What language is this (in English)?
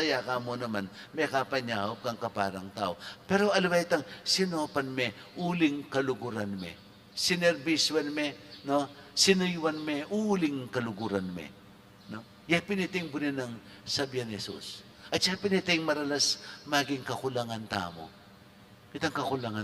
Pampanga